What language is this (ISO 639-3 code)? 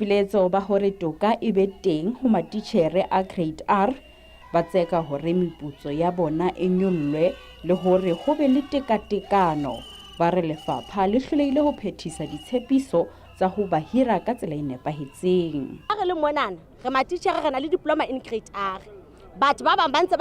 nso